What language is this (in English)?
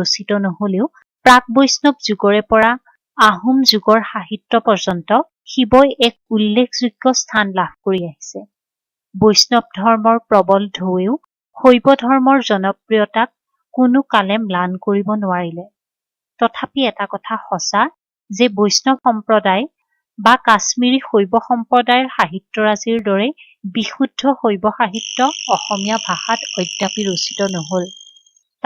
Assamese